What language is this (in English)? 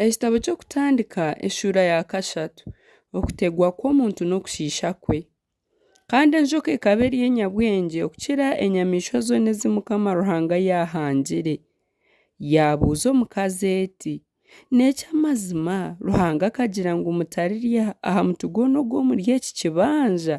Nyankole